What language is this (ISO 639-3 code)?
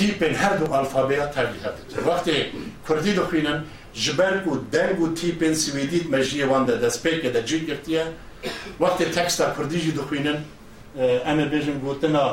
kur